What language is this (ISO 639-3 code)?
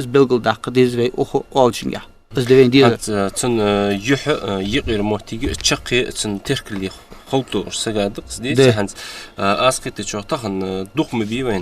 inh